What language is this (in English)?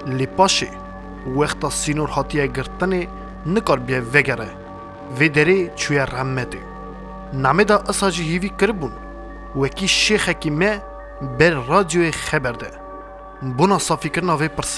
Kurdish